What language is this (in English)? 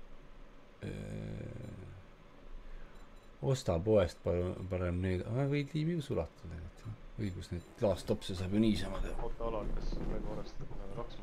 Estonian